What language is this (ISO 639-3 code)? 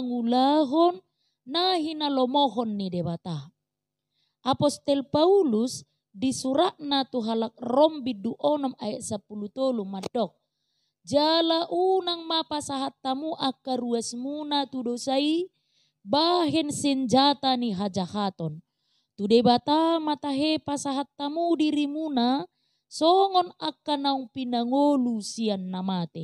bbc